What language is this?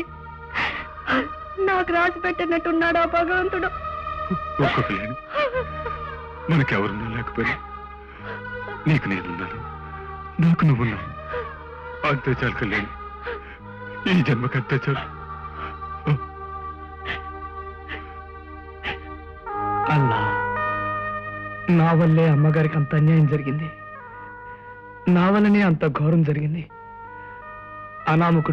Telugu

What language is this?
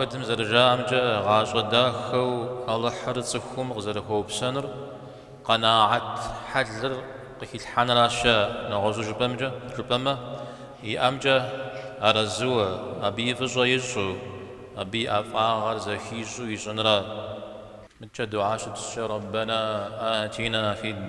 Kabardian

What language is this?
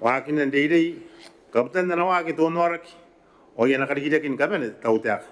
Gilbertese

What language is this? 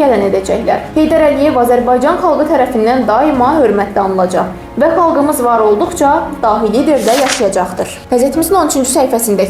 Azerbaijani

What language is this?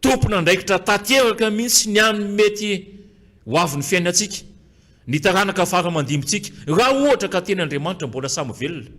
Malagasy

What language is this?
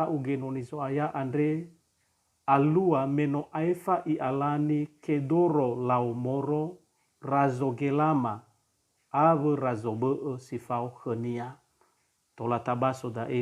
Nias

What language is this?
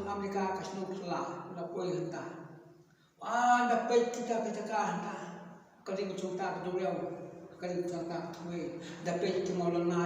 Khasi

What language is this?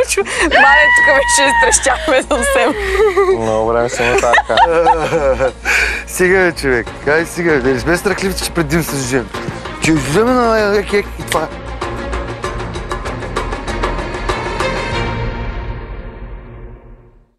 Bulgarian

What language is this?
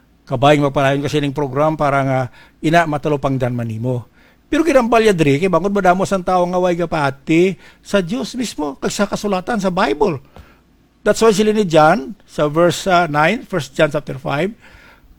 Hiligaynon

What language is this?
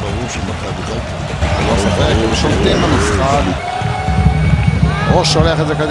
Hebrew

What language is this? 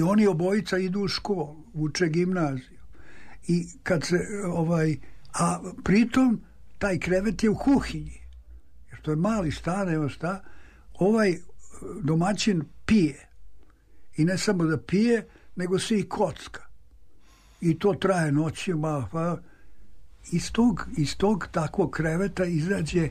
Serbian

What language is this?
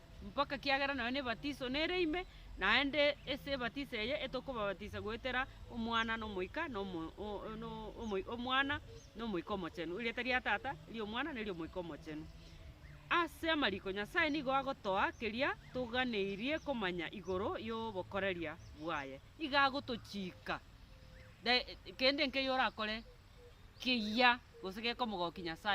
Gusii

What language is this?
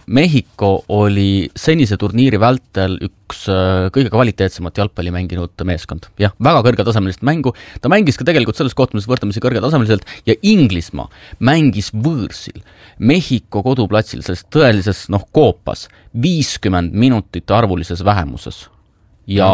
Estonian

